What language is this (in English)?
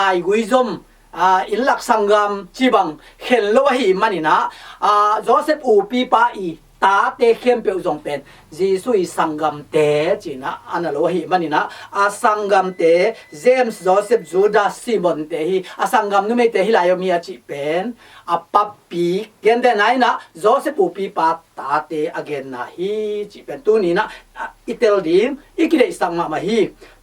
Tedim Chin